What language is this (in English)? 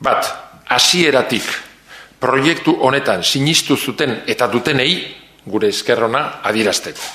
Basque